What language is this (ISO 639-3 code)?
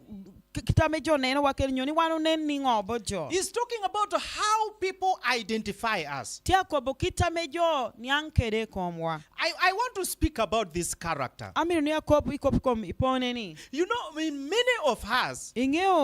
laj